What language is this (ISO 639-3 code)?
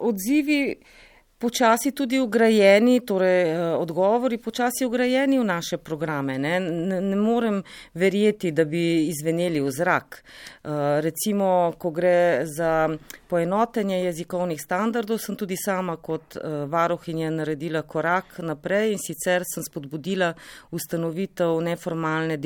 slv